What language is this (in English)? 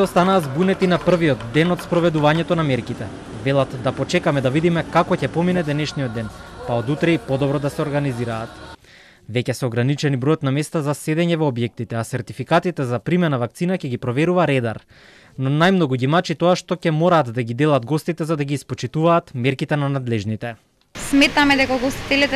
Macedonian